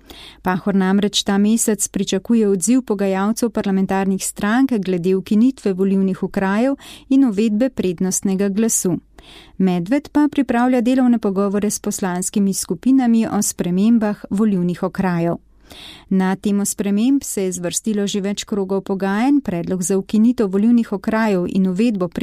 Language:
Slovenian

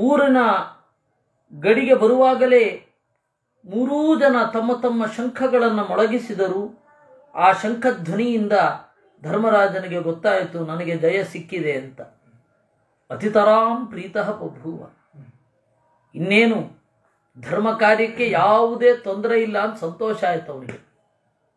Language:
Kannada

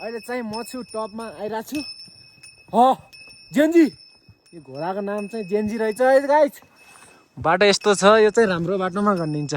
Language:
Nepali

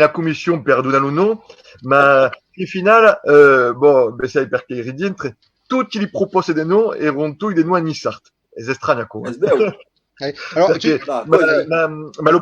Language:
Occitan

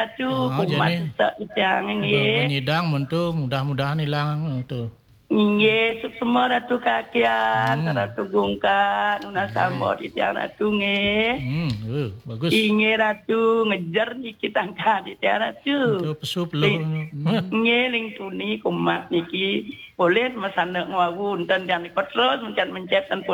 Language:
Balinese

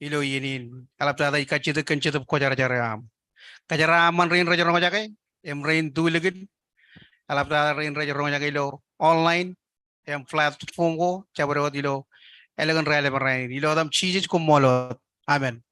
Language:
Marshallese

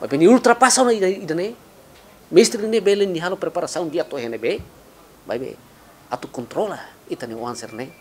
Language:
Tetum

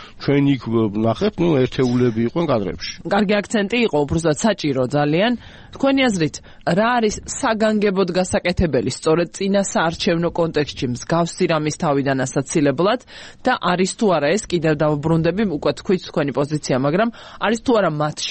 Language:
Georgian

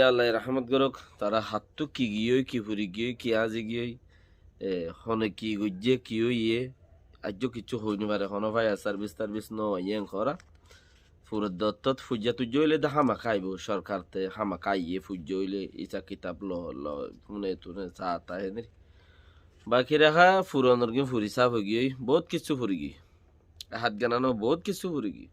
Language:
Rohingya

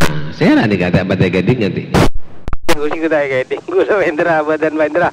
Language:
Madurese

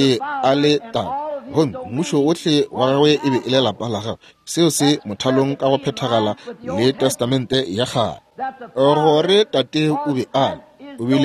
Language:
Northern Sotho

